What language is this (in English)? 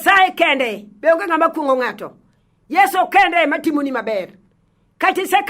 Luo (Kenya and Tanzania)